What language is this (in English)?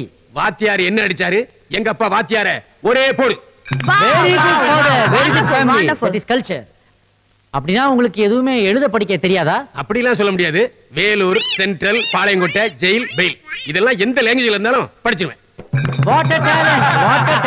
Tamil